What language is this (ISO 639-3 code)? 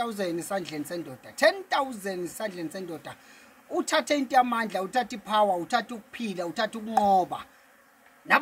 zul